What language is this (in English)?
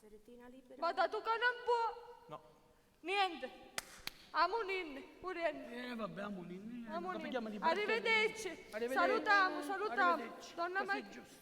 Sicilian